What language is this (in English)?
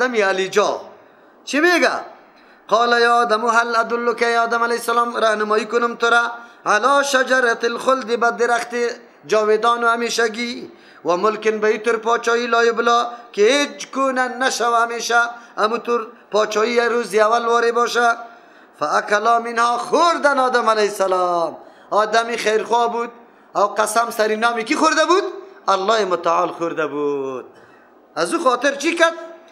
Persian